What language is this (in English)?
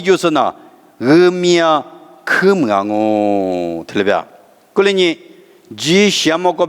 Lisu